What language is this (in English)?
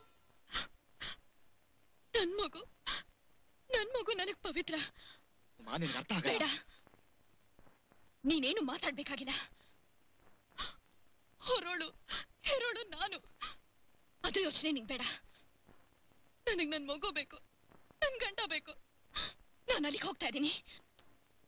Kannada